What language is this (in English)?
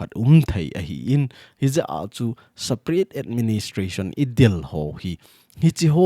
Thado Chin